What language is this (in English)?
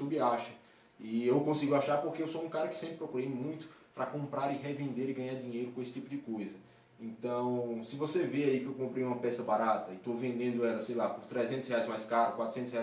Portuguese